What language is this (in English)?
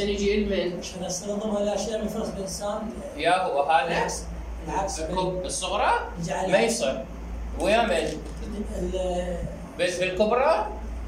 Mesopotamian Arabic